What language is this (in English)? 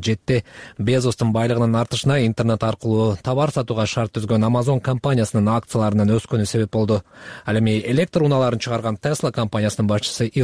Kyrgyz